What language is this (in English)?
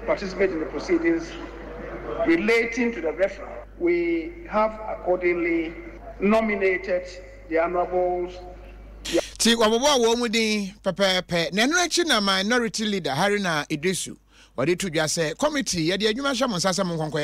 Akan